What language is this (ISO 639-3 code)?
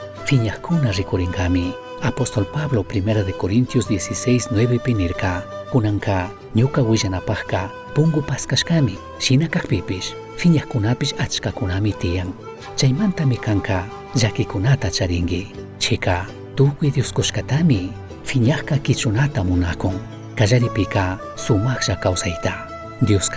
qug